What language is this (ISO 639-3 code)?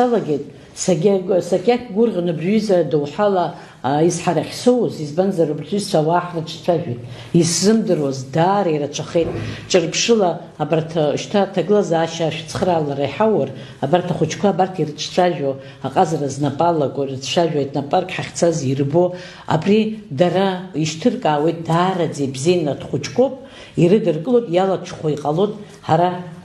abk